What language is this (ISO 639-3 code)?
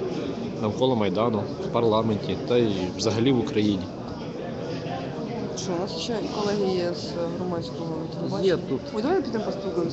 ukr